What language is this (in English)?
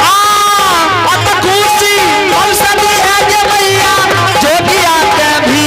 Angika